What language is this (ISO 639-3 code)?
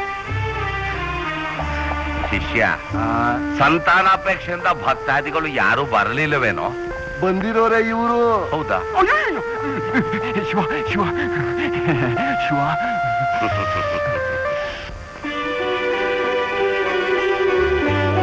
kan